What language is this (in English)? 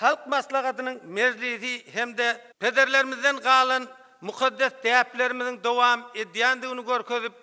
Turkmen